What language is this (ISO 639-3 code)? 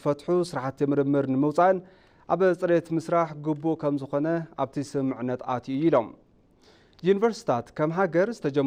tir